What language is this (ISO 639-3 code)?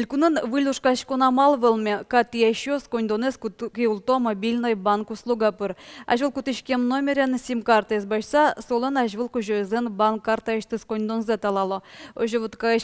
udm